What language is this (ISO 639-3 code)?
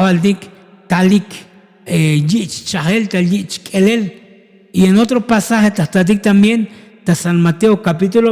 tzo